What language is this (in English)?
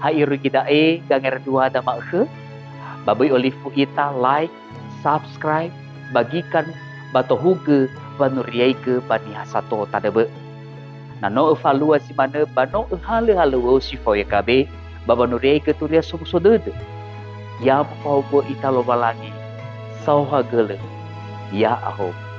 Nias